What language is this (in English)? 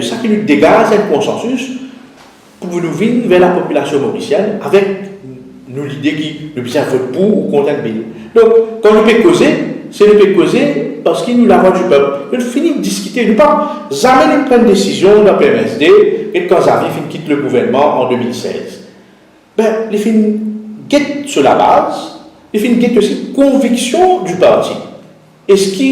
Morisyen